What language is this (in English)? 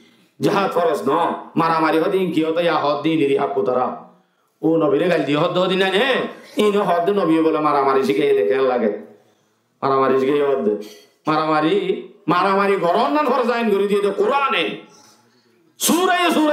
Rohingya